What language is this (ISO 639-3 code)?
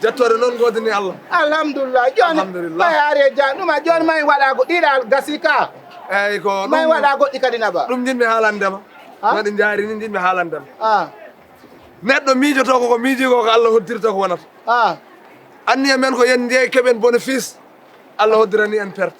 ful